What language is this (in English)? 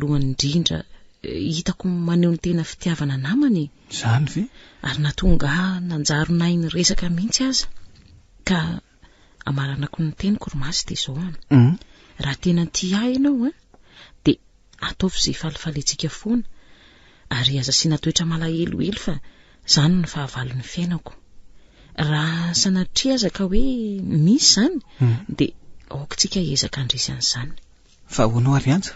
Malagasy